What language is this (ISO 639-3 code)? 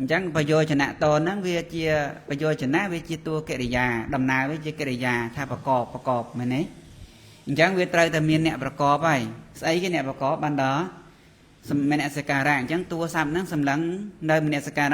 khm